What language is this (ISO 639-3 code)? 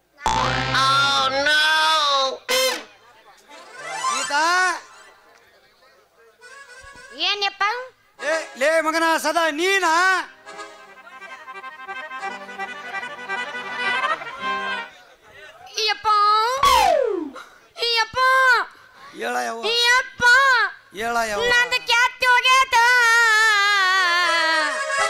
kan